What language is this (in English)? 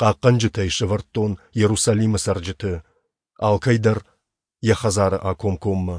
Ossetic